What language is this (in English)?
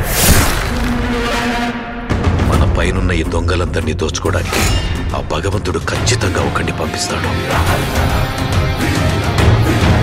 Telugu